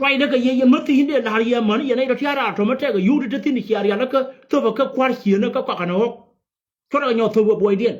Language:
Nuer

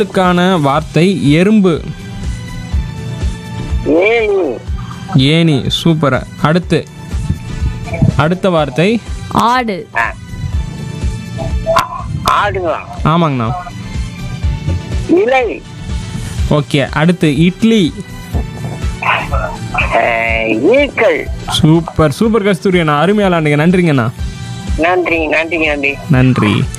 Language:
Tamil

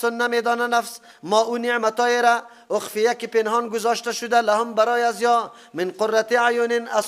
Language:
Persian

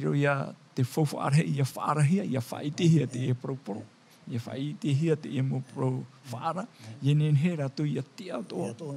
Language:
Tahitian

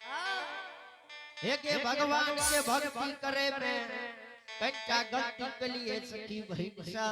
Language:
Angika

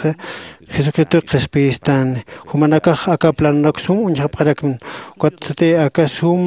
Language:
Aymara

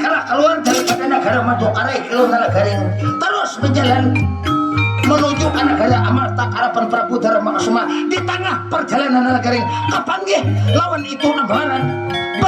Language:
Banjar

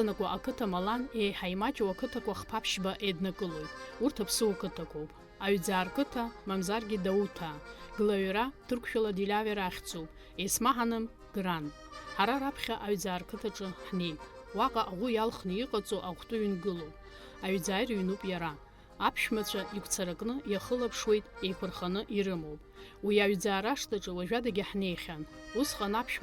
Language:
Abkhazian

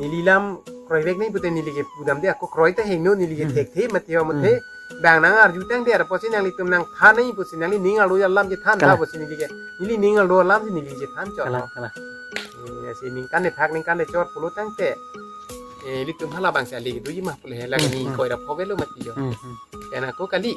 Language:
Karbi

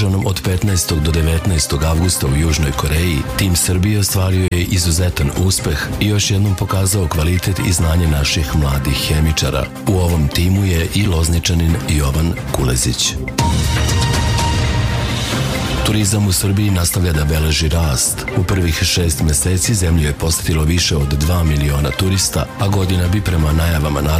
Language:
Serbian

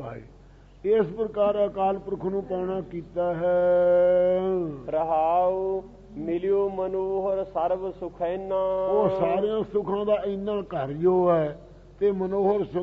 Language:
Punjabi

